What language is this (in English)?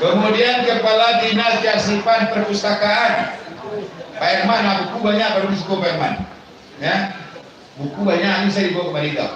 Minangkabau